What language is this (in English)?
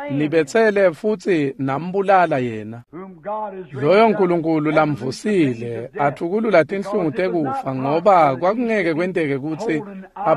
Swati